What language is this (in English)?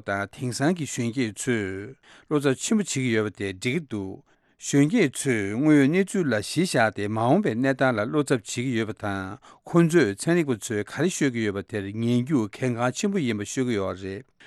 Tibetan